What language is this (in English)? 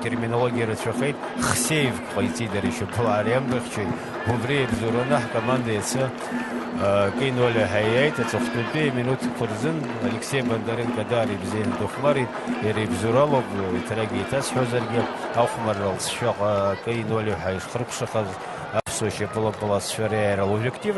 Abkhazian